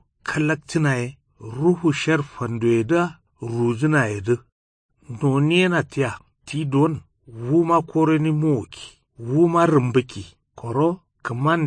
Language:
Kanuri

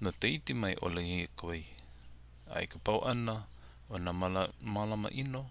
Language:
Hawaiian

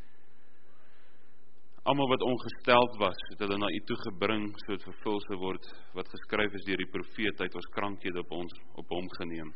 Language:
Afrikaans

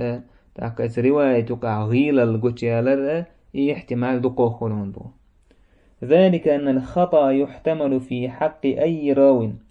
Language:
Chechen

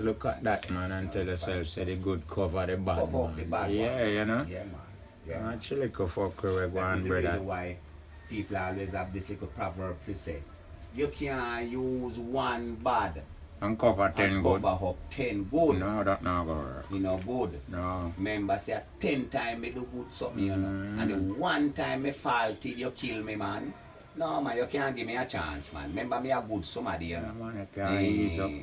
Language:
Jamaican Creole English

